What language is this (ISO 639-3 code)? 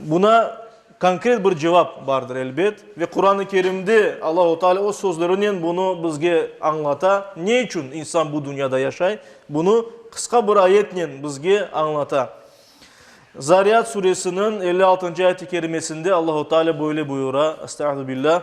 crh